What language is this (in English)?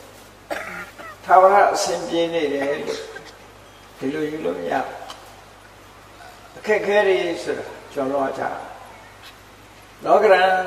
Burmese